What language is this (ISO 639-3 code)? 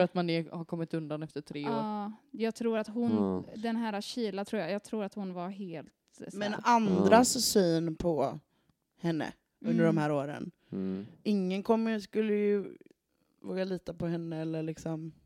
swe